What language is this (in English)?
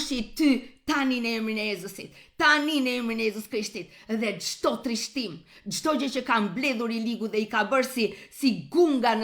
Albanian